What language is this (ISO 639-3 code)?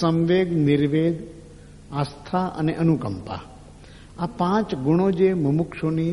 guj